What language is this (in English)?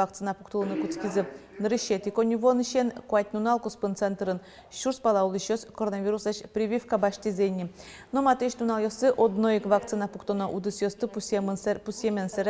Udmurt